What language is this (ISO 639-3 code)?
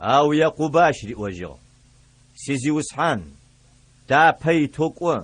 ady